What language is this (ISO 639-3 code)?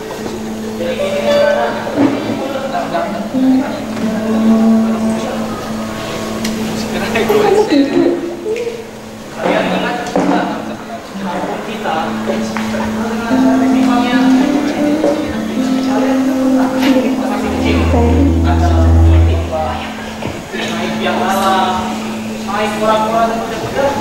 ind